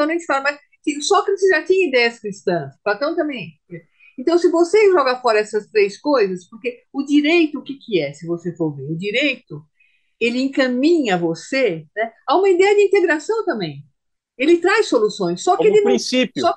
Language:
Portuguese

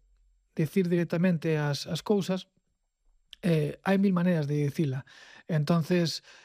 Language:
Galician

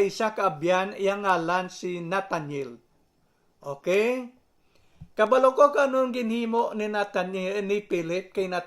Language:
Hiligaynon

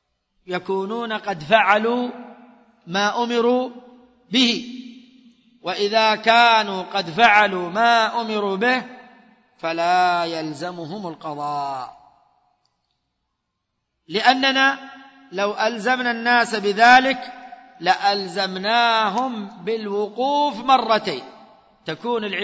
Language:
Arabic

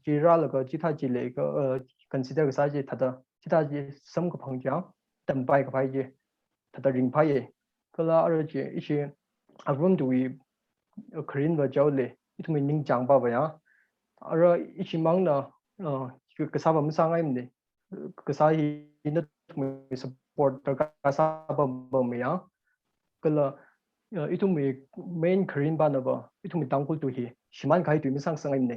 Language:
Tangkhul Naga (India)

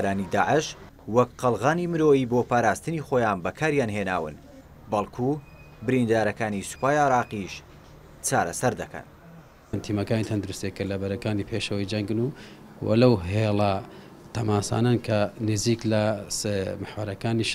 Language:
Central Kurdish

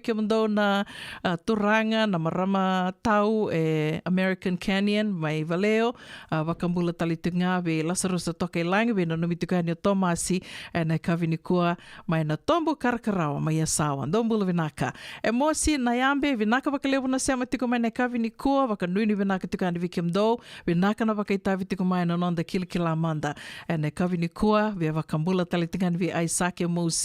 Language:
Fijian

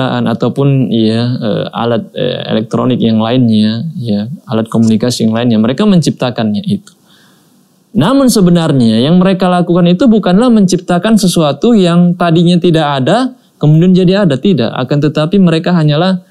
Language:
Indonesian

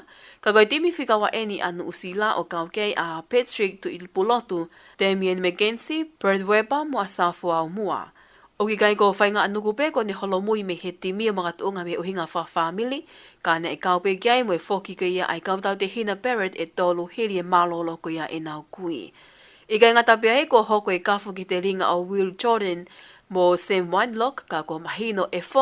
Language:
Tongan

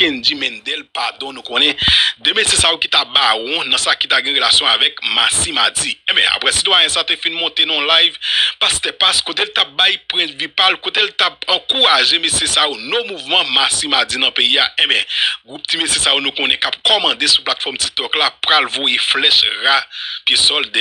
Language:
Haitian Creole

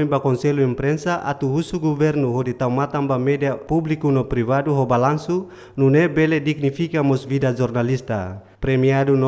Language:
Tetum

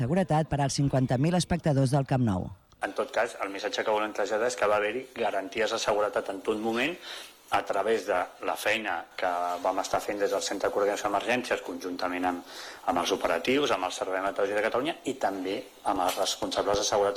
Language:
Catalan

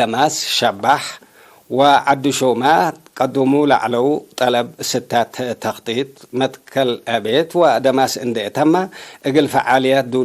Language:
Tigre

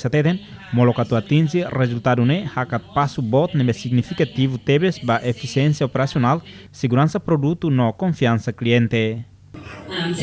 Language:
Tetum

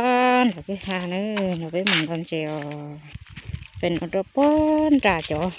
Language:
Hmong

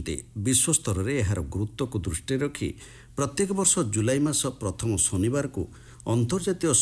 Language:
Odia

